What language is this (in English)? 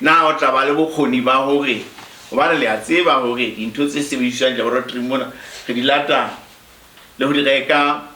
Southern Sotho